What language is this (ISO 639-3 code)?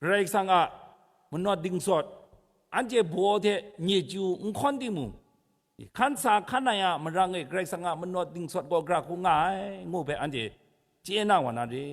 kac